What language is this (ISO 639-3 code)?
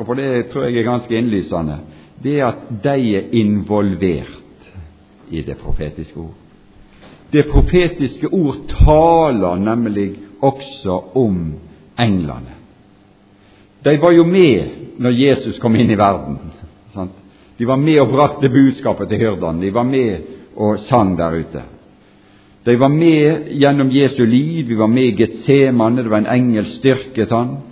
nor